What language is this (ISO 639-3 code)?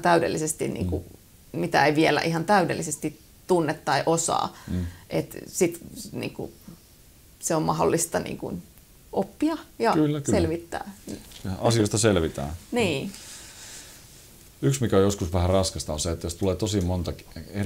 fin